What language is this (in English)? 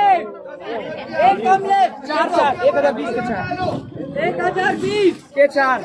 Chhattisgarhi